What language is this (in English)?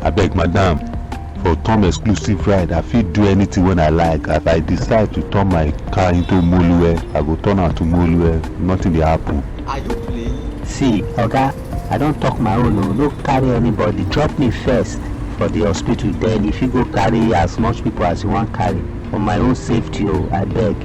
Nigerian Pidgin